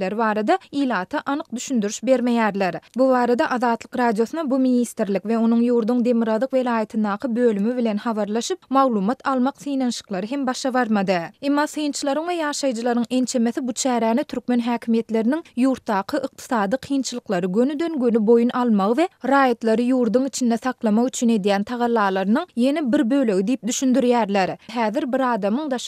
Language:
Turkmen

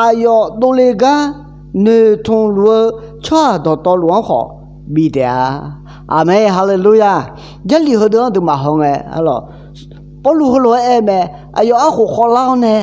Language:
Akha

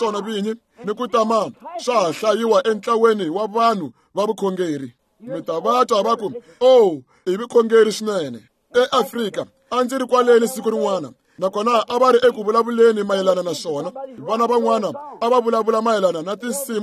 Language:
Tsonga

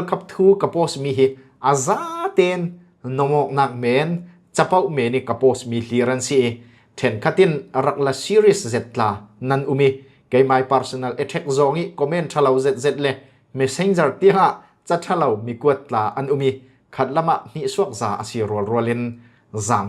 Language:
Falam Chin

